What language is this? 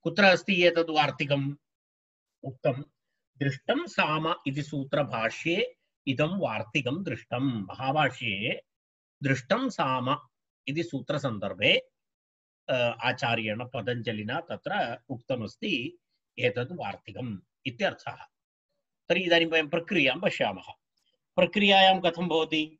Sanskrit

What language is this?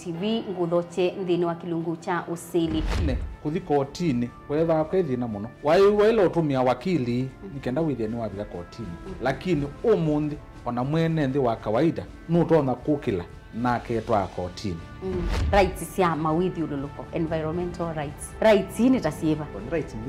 Kamba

